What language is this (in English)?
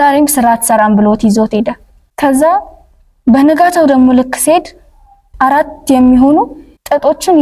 Amharic